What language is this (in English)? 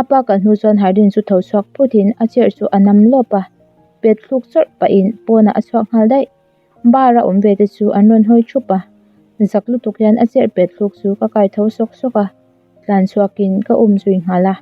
Mizo